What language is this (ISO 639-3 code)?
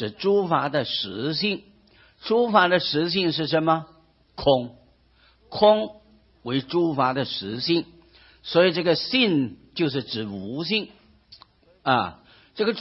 zho